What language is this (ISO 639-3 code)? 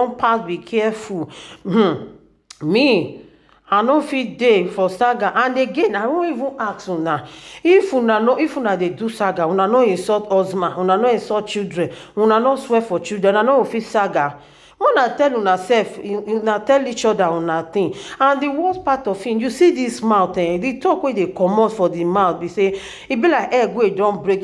pcm